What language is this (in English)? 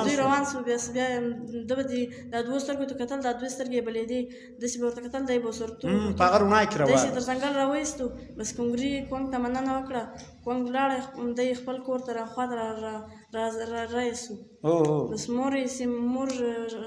Pashto